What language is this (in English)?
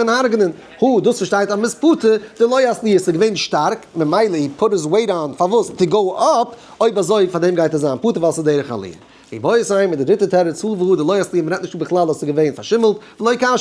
Yiddish